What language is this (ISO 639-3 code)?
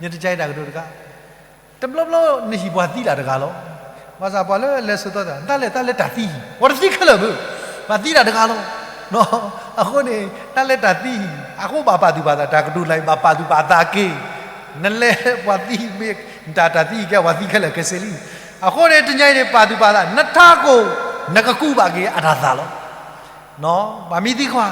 ksw